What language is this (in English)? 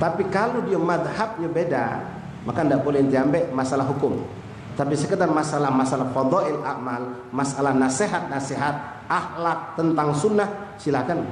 Musi